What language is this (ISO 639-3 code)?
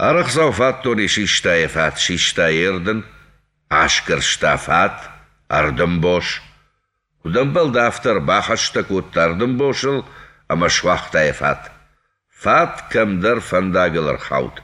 oss